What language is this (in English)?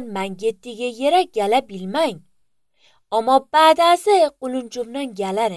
Azerbaijani